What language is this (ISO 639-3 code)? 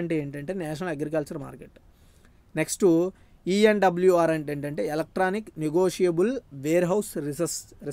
tel